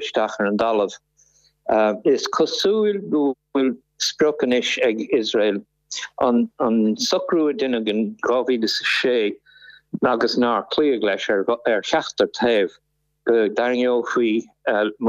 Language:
Irish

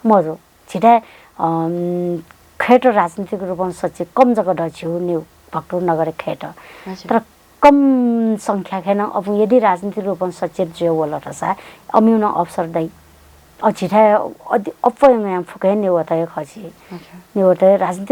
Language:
Newari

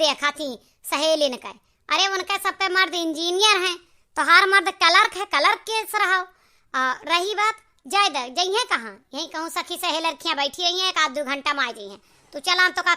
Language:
Awadhi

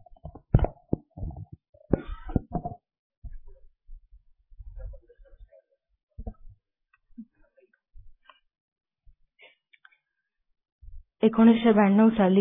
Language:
Marathi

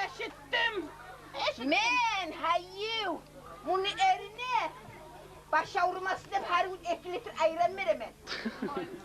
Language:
Kumyk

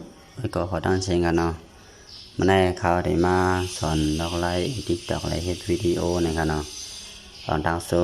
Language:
Shan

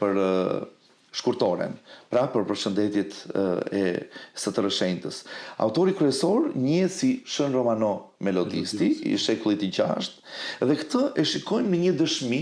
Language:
Albanian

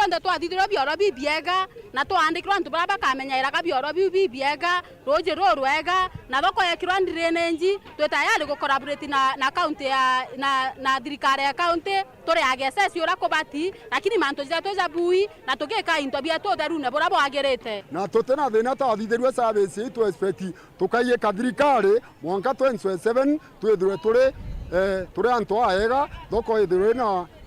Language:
Meru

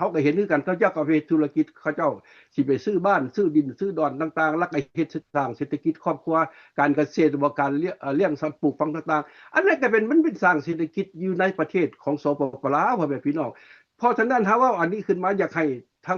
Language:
Lao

